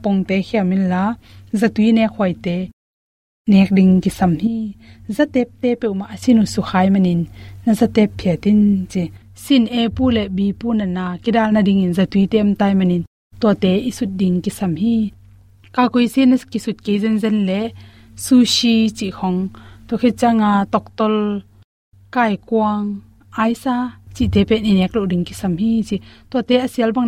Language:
Tedim Chin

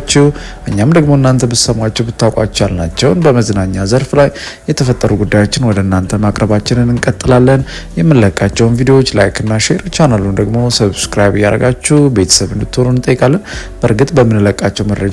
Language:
Amharic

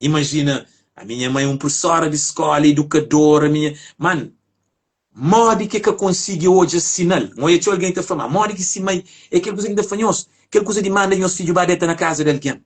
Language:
Kabuverdianu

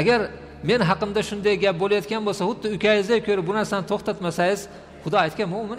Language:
Uzbek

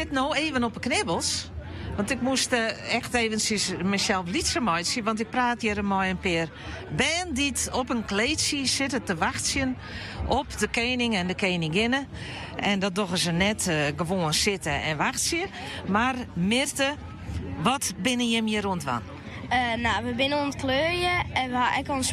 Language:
Western Frisian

